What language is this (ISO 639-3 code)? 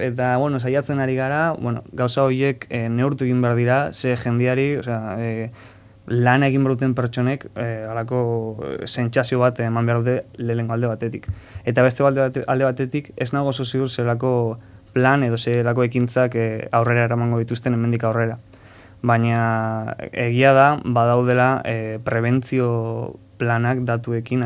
eus